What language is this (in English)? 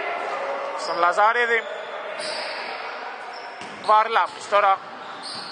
Greek